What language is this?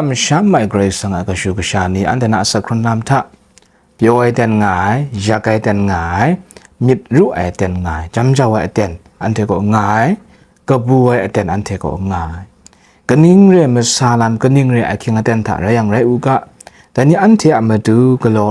Kachin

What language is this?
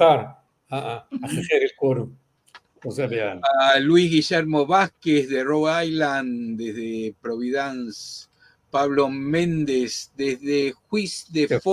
Ladino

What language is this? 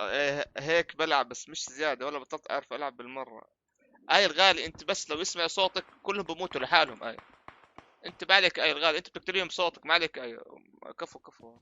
North Levantine Arabic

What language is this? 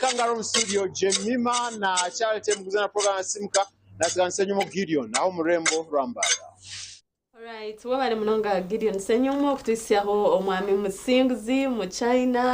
Nyankole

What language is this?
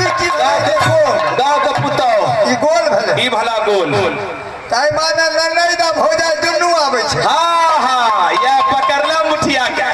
Maithili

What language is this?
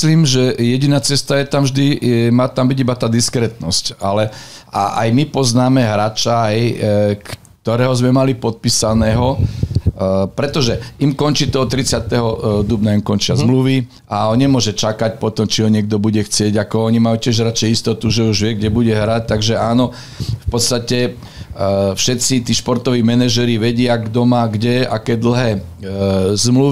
Slovak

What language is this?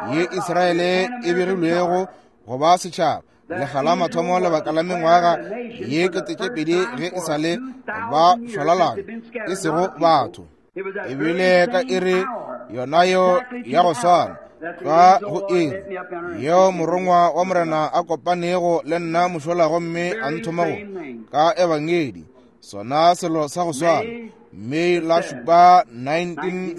Northern Sotho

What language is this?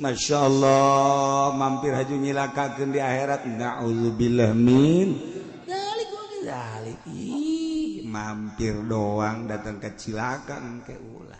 Sundanese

